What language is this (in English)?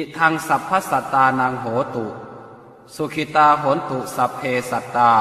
Pali